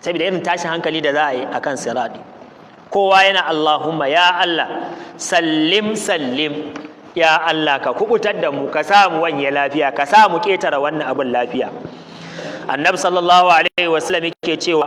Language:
Hausa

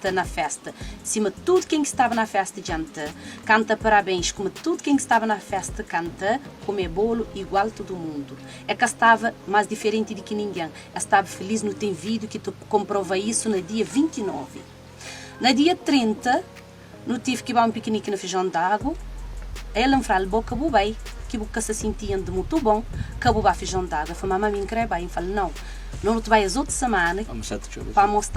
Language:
Kabuverdianu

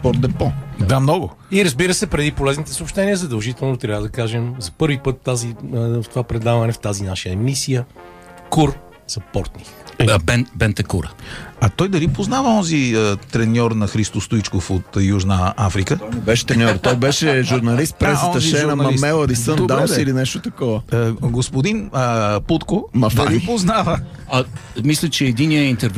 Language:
Bulgarian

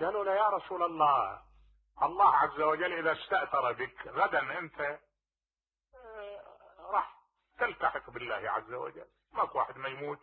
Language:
Mesopotamian Arabic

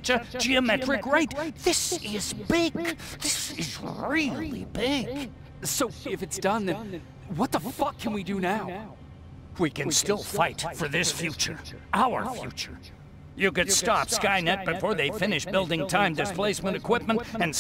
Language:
English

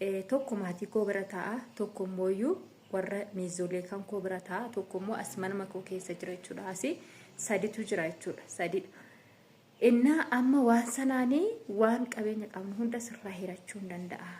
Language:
Oromo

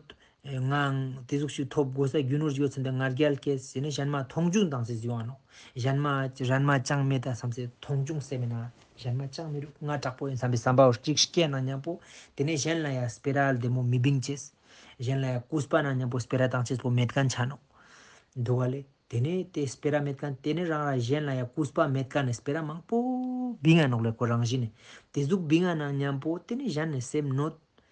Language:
Ladakhi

